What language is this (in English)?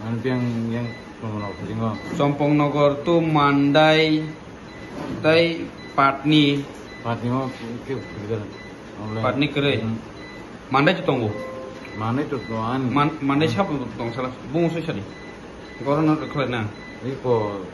Kok Borok